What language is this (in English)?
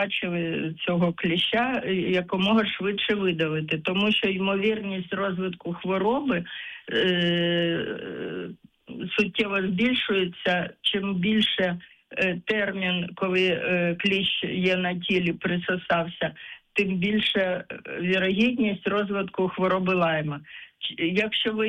Ukrainian